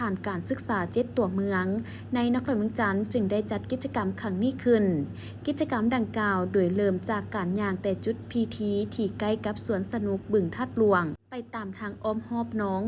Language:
Lao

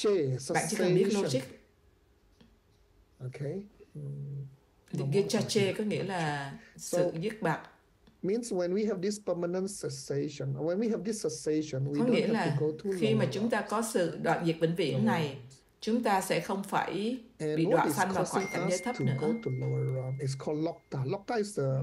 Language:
Vietnamese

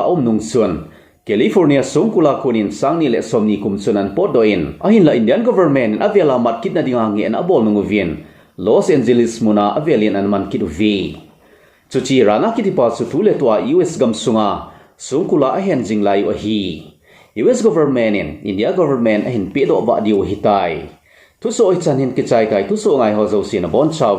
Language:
Thado Chin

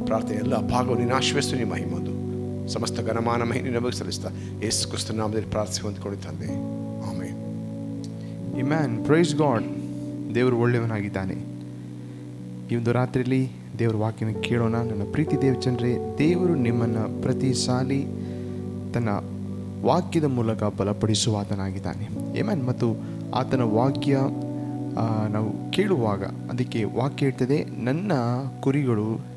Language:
Kannada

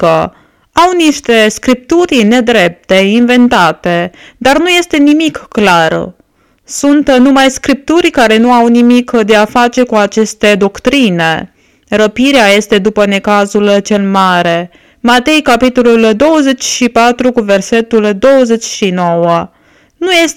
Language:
Romanian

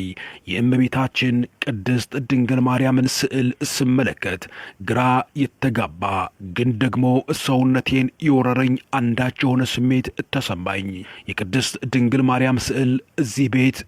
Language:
Amharic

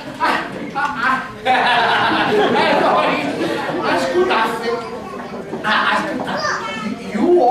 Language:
Sicilian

